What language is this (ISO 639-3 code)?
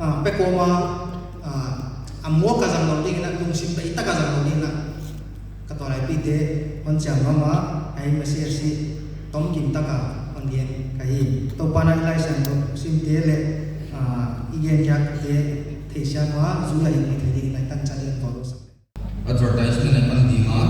pck